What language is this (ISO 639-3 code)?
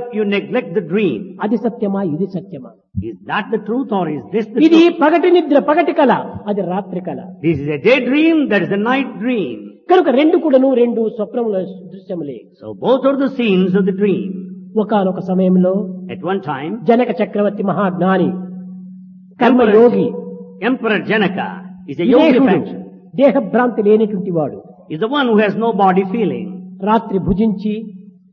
tel